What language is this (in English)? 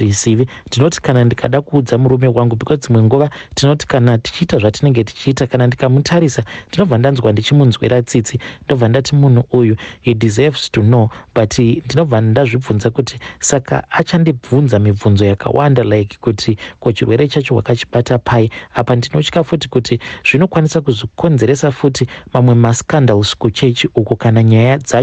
Shona